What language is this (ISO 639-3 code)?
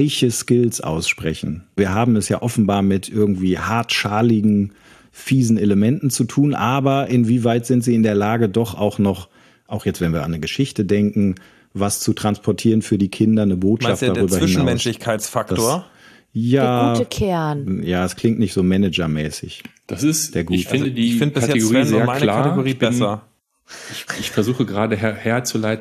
deu